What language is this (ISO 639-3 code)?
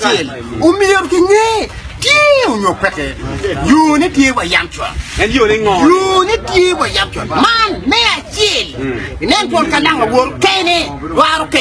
ach